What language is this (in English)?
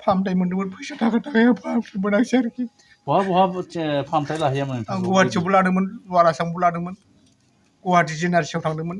Bodo